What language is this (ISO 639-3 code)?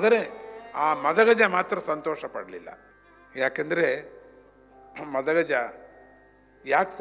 kan